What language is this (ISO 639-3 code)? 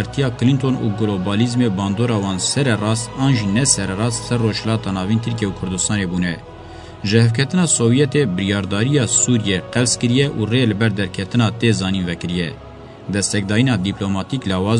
kur